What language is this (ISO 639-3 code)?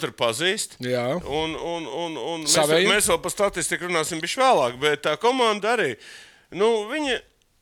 lav